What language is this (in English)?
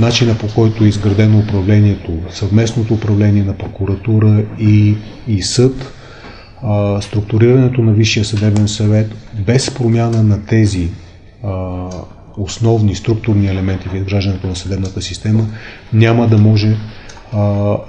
Bulgarian